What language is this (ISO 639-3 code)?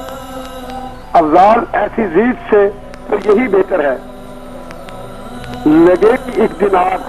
hin